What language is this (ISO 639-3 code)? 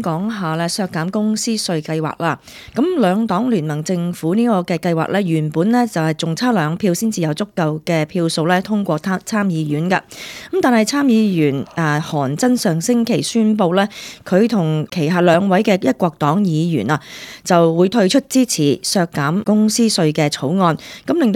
yue